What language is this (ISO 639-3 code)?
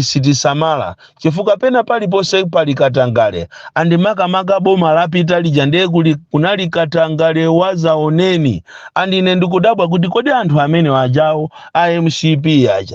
nya